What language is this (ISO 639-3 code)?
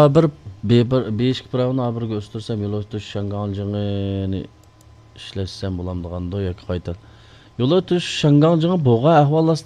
uig